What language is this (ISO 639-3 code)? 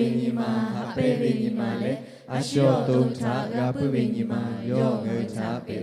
lhu